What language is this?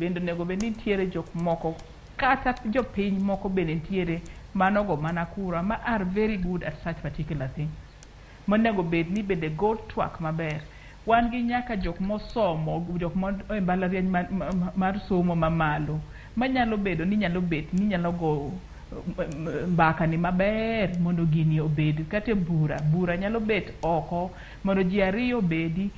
Luo (Kenya and Tanzania)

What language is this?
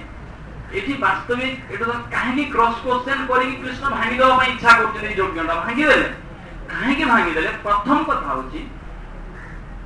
Odia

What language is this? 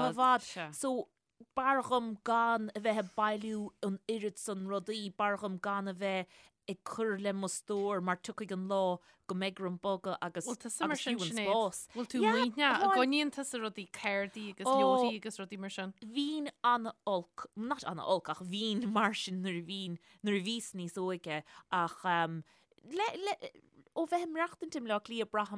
Irish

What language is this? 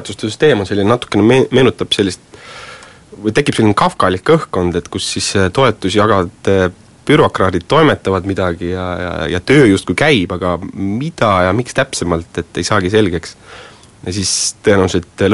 Estonian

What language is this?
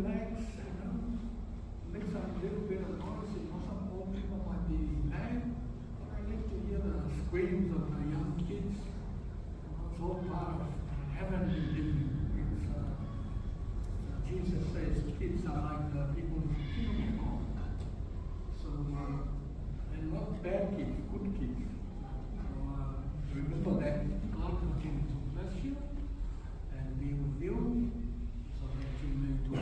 Samoan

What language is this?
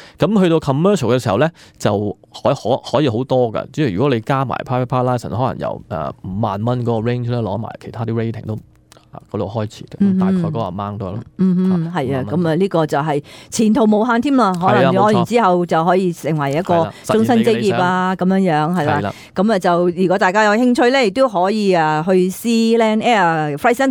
Cantonese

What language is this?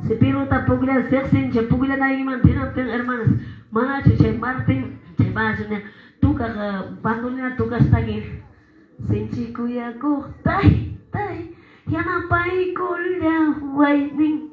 Quechua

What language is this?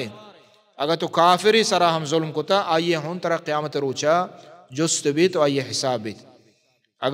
Baluchi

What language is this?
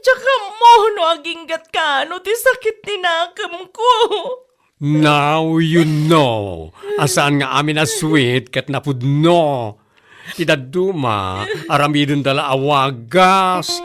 Iloko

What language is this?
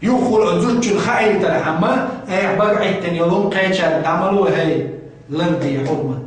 Chechen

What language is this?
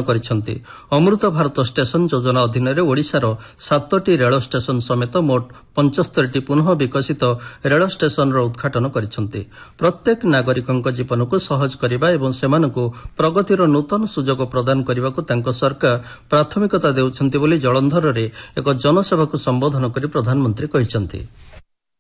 Odia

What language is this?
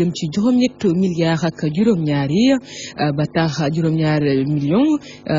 Wolof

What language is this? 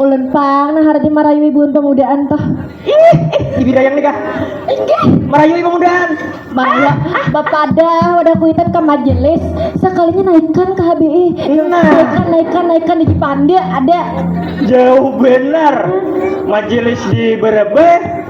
Banjar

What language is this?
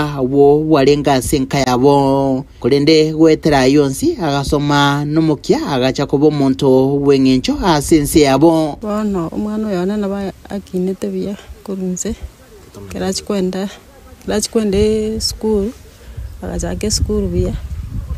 Gusii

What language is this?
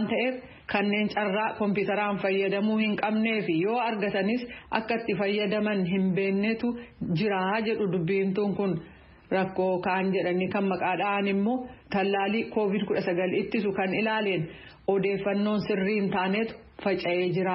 Oromo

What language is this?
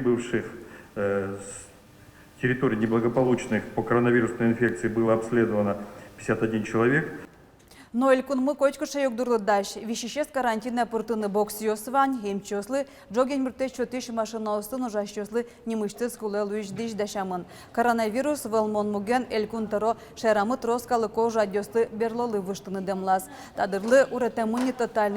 Udmurt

